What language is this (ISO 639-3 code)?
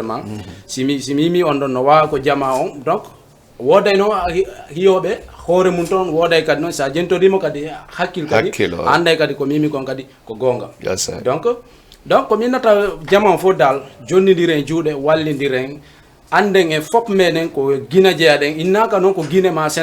ful